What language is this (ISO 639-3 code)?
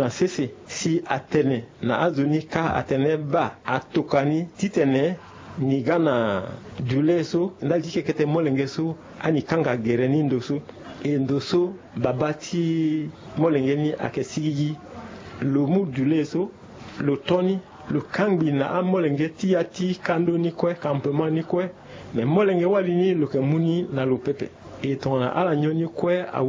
sag